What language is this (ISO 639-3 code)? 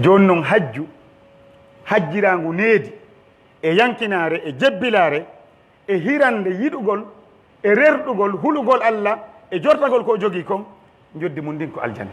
fuf